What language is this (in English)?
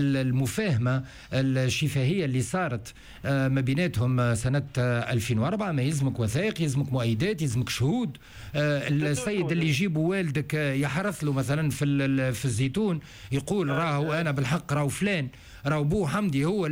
Tunisian Arabic